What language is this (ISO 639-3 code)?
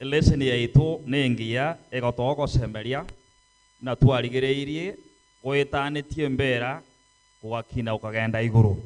guz